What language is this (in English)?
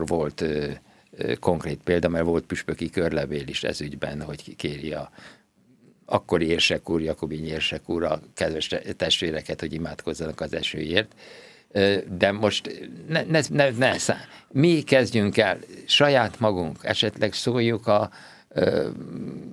Hungarian